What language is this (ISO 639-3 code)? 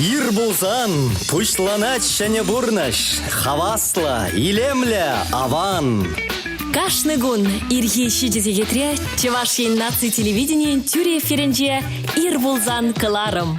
chv